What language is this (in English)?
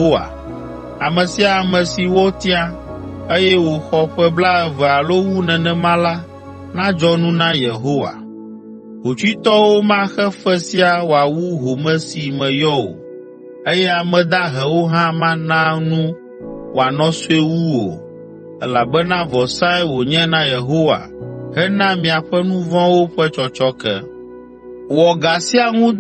Ewe